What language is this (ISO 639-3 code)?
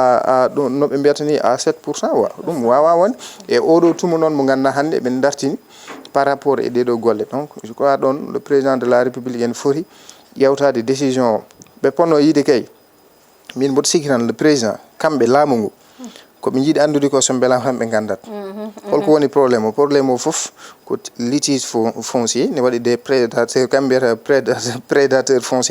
ful